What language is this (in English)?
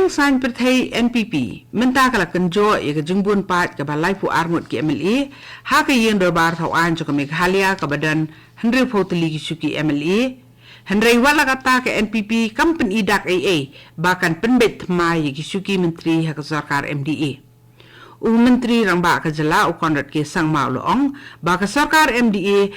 Khasi